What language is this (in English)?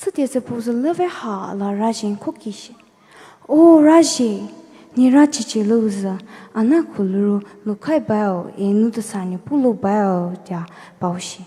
Poumei Naga